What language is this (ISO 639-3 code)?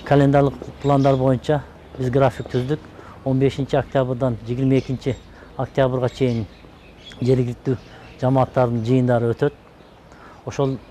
kir